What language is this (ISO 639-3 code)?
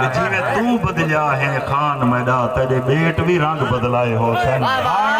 skr